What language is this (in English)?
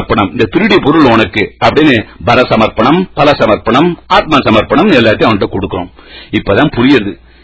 Tamil